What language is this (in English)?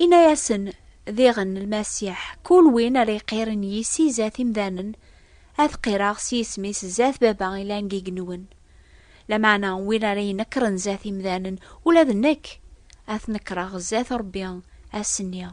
Kabyle